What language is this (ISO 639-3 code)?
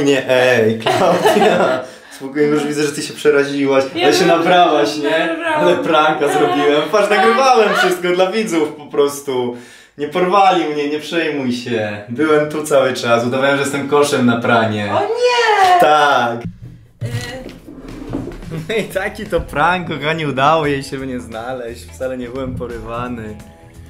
pol